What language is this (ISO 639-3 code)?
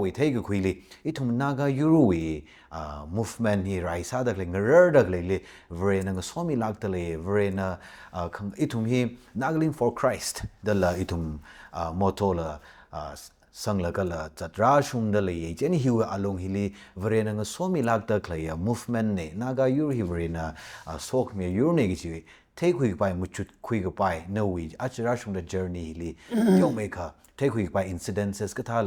nmf